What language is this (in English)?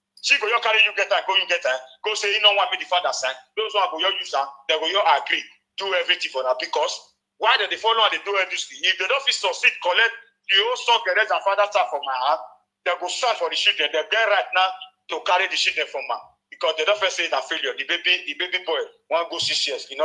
Nigerian Pidgin